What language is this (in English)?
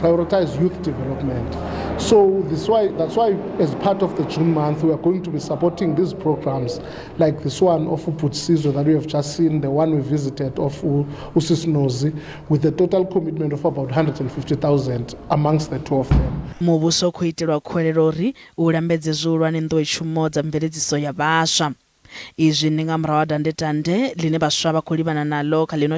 Venda